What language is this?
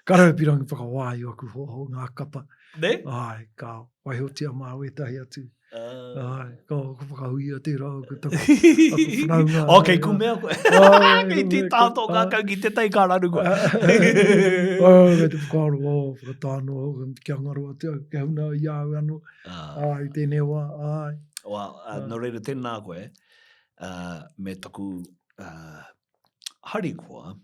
Māori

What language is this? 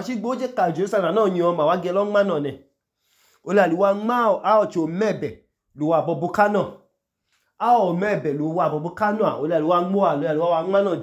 Idoma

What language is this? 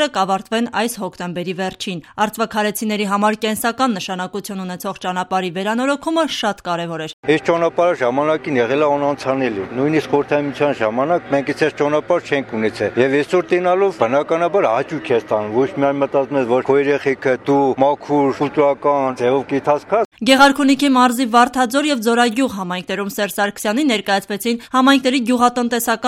Armenian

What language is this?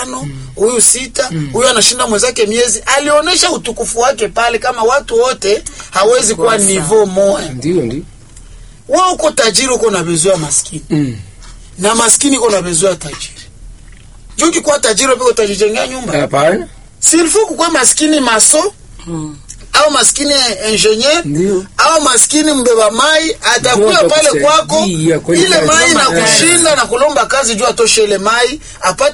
Swahili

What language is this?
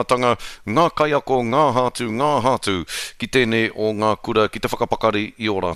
Māori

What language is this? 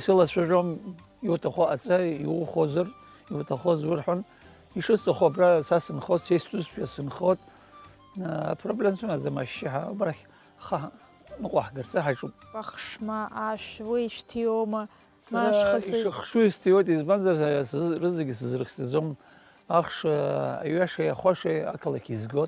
Abkhazian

